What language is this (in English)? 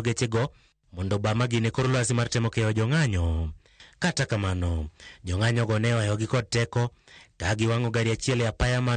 Luo (Kenya and Tanzania)